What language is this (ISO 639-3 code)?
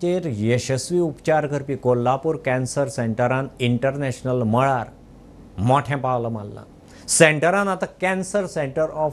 kok